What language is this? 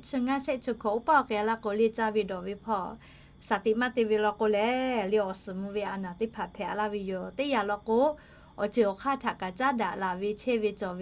Lahu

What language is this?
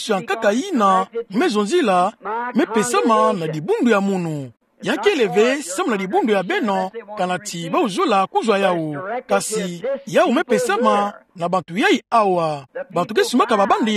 Kituba (Democratic Republic of Congo)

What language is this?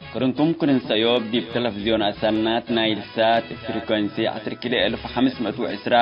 Tigre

